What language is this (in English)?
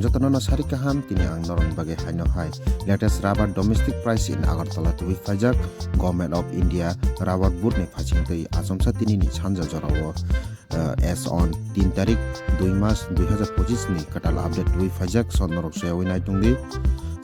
Kok Borok